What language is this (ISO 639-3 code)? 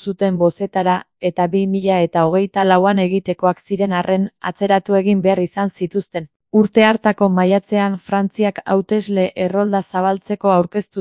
eus